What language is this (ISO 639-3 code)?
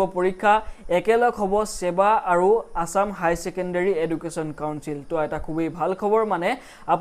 asm